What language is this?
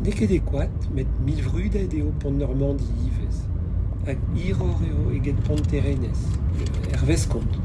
Breton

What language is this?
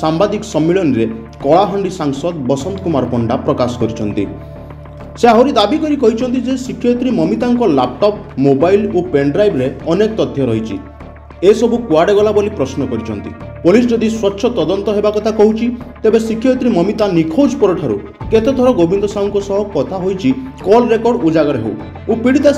Odia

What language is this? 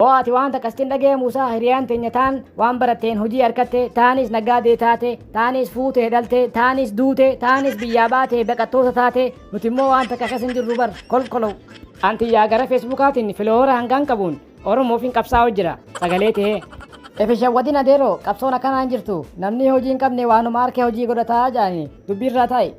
Oromo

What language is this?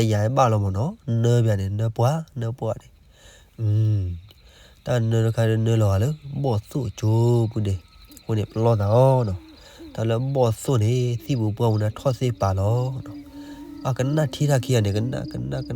S'gaw Karen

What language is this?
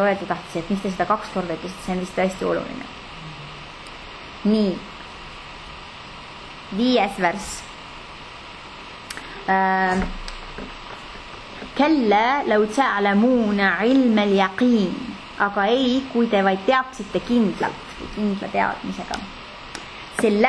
Estonian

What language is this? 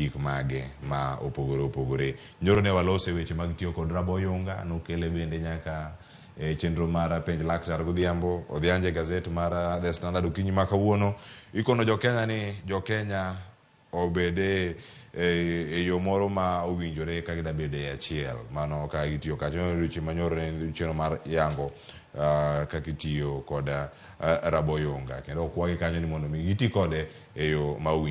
Luo (Kenya and Tanzania)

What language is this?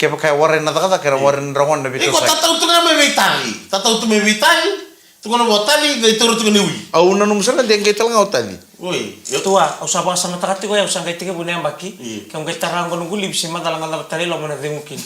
Fijian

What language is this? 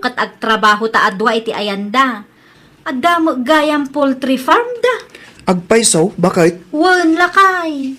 Iloko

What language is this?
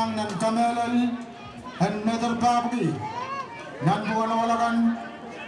Pohnpeian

